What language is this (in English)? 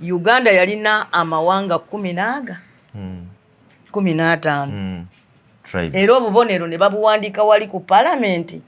Ganda